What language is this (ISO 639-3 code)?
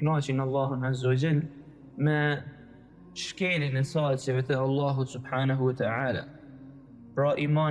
sqi